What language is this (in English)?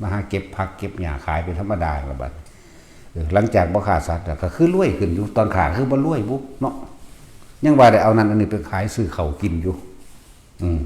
Northeastern Thai